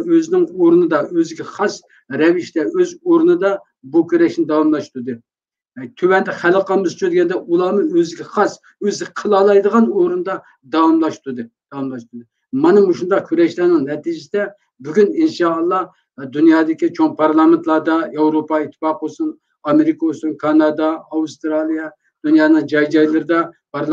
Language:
Uyghur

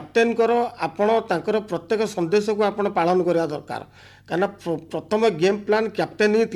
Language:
Odia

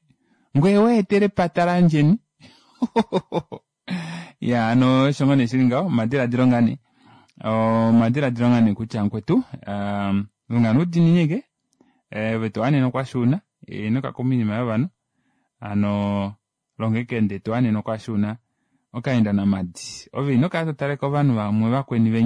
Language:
Kuanyama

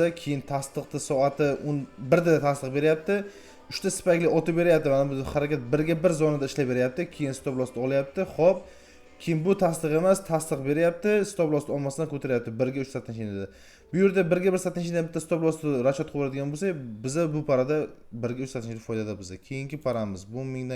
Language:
Uzbek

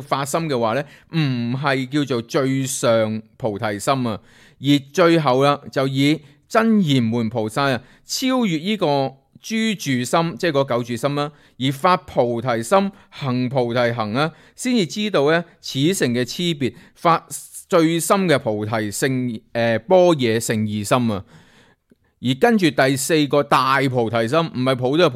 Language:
Cantonese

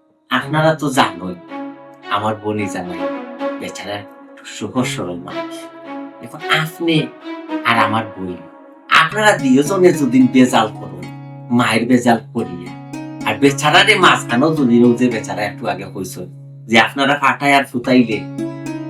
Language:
Sylheti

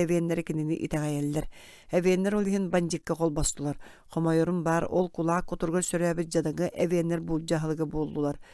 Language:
Yakut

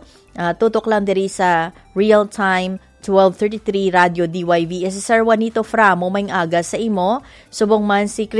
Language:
Hiligaynon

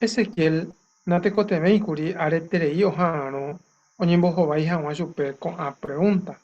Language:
Guarani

